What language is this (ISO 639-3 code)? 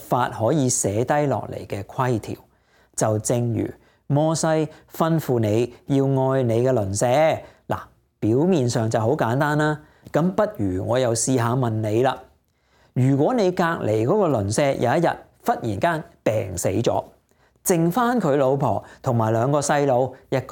yue